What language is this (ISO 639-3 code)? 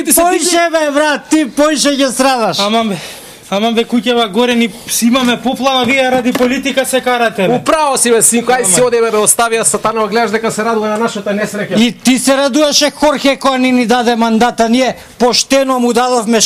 mkd